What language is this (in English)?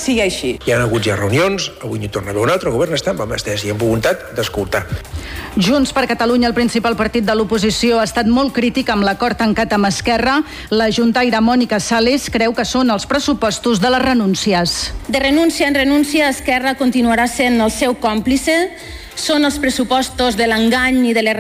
Catalan